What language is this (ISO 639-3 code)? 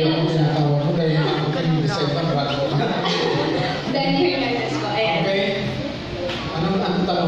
fil